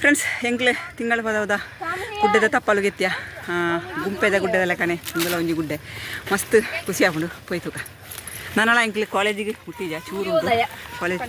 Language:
Tulu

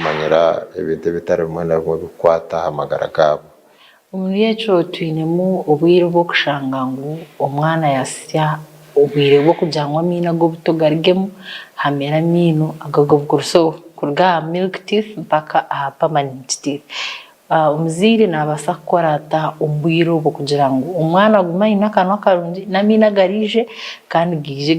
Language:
Nyankole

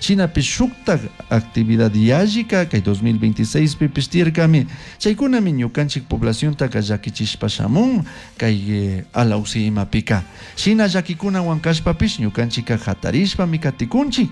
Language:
Chimborazo Highland Quichua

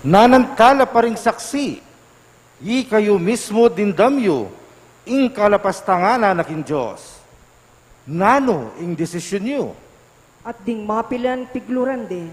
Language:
Pampanga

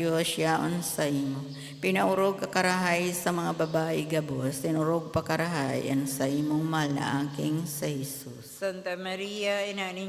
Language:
Bikol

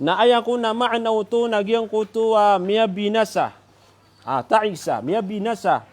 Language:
Maranao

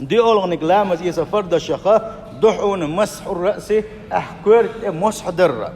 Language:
Chechen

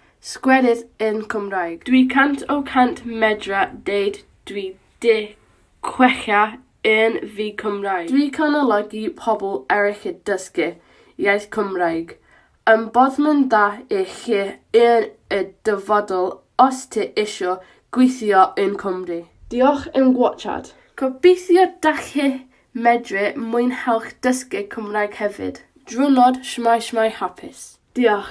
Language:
Welsh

